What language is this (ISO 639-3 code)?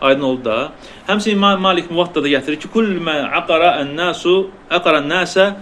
aze